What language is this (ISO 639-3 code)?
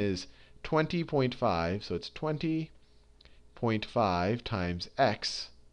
eng